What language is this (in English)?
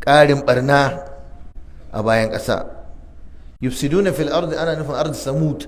Hausa